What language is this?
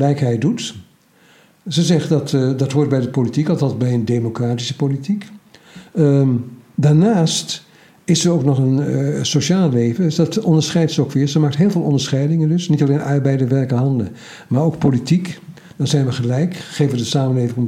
Dutch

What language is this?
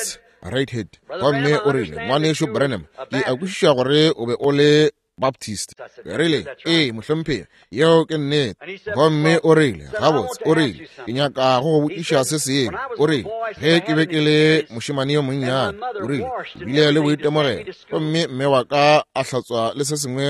Northern Sotho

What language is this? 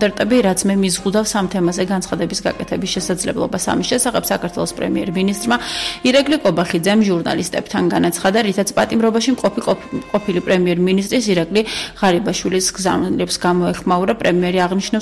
Georgian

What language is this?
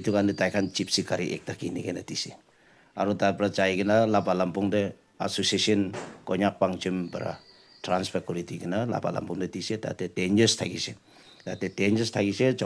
Naga Pidgin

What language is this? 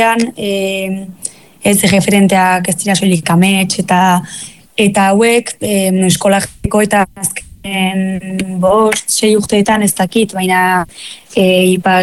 Basque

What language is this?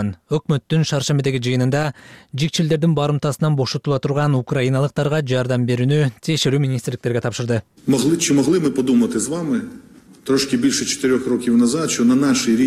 Kyrgyz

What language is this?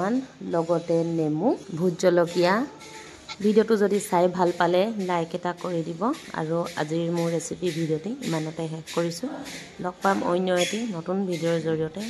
Assamese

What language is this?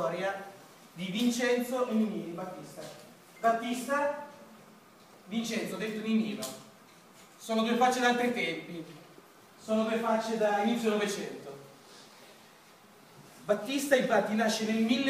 Italian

